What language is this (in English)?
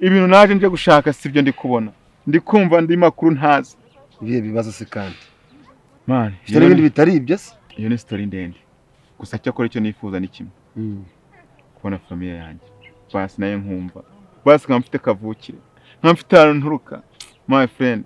Kinyarwanda